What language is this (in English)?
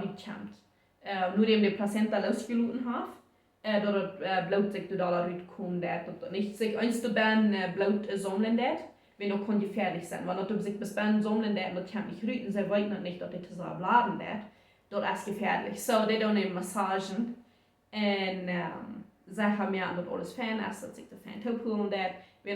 Plautdietsch